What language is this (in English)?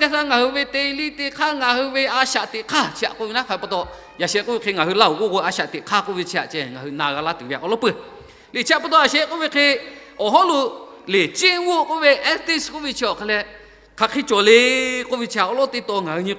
Lahu